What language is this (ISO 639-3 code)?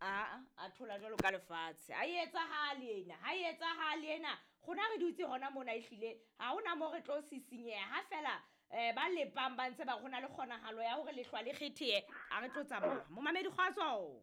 sot